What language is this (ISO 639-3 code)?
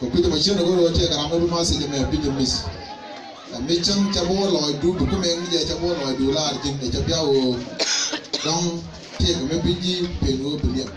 nus